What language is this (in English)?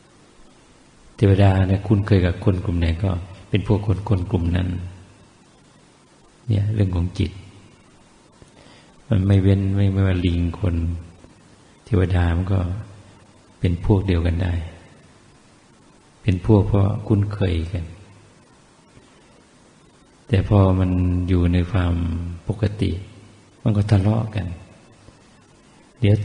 Thai